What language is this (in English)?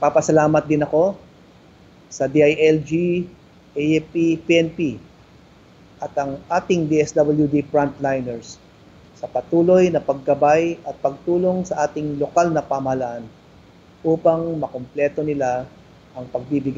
Filipino